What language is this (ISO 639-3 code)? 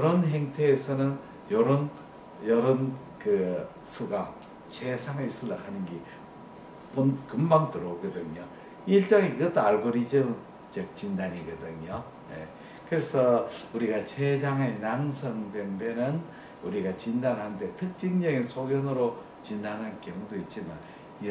kor